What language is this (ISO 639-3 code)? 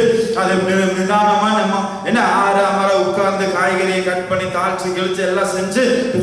tam